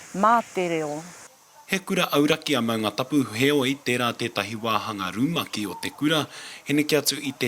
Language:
Māori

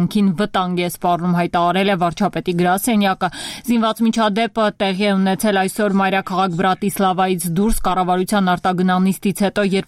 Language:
Armenian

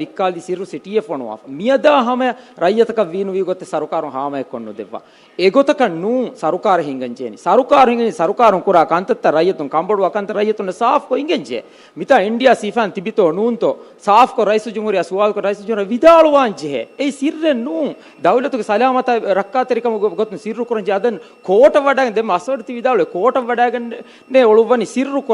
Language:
Divehi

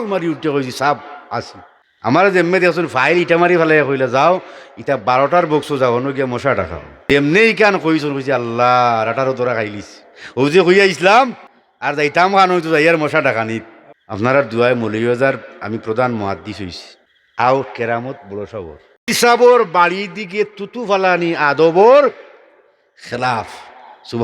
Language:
Sylheti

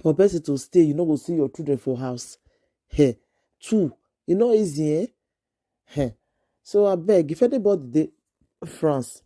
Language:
Nigerian Pidgin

